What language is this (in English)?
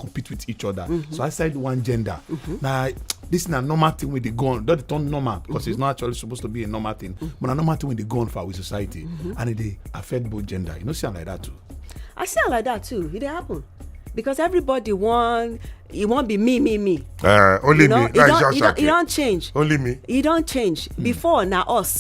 Nigerian Pidgin